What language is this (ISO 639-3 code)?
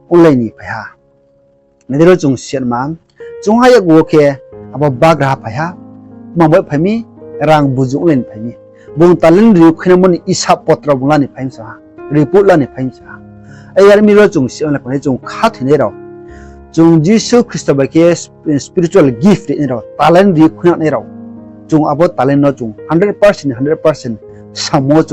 ria